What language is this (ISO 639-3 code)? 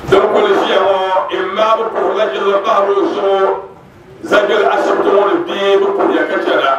dag